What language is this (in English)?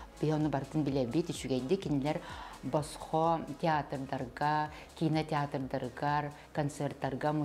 Yakut